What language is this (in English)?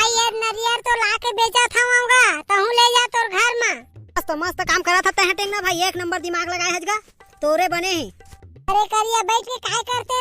Chhattisgarhi